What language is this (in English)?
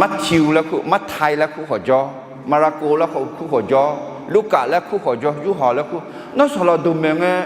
Akha